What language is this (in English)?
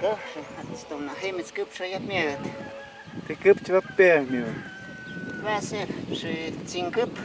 Totontepec Mixe